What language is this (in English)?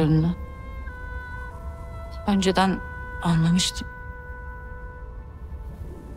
Turkish